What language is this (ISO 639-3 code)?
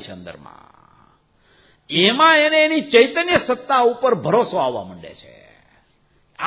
guj